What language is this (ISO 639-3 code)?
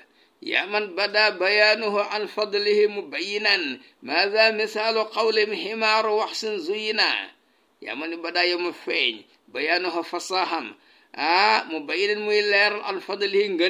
wol